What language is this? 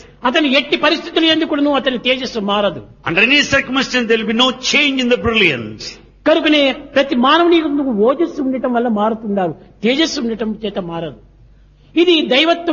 Telugu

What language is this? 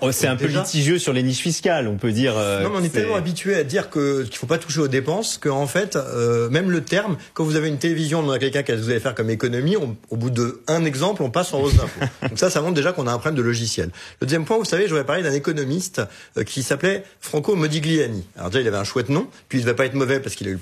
French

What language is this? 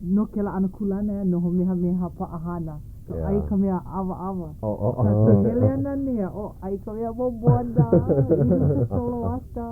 Hawaiian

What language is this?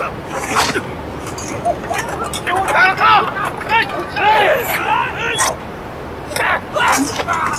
Chinese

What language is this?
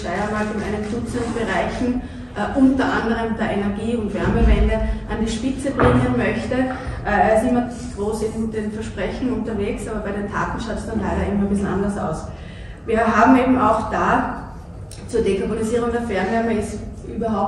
German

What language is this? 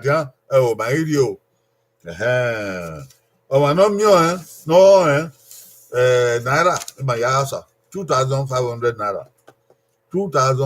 Bini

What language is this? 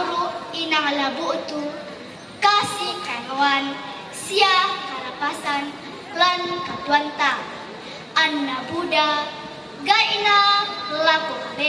Toraja-Sa'dan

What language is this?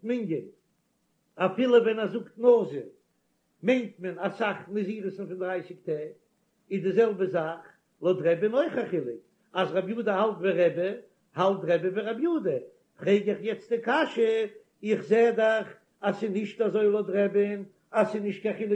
Yiddish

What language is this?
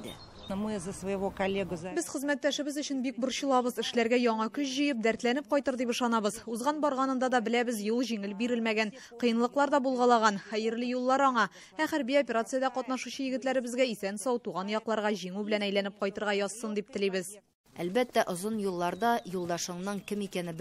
Tatar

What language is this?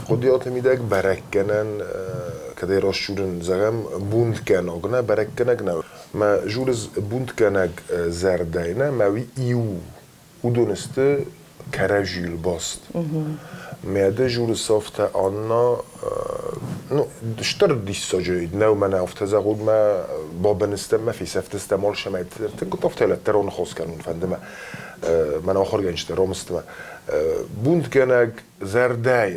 Ossetic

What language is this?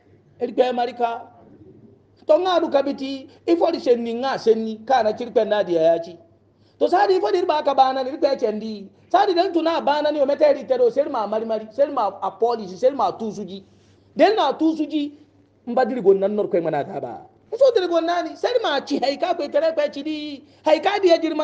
Hausa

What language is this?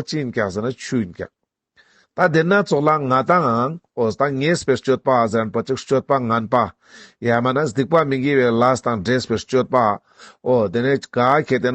Ladakhi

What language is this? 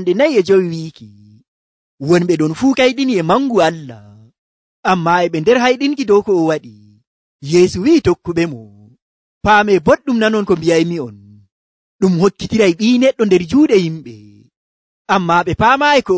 Nigerian Fulfulde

